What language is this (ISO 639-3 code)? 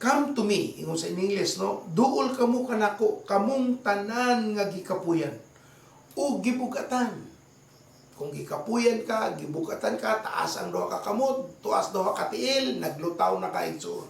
ceb